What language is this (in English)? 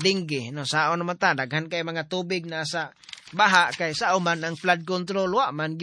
Cebuano